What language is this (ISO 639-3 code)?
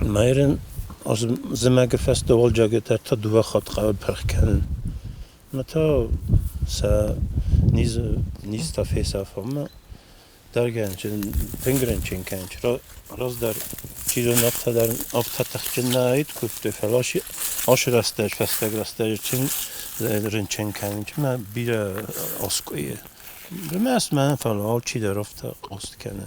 oss